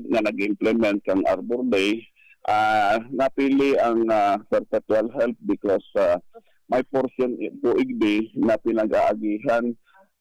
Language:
Bikol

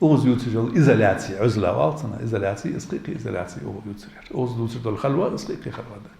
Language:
Ingush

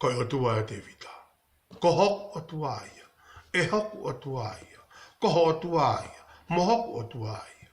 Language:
Tongan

